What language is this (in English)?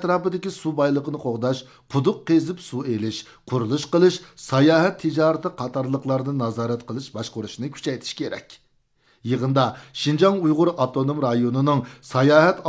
Uyghur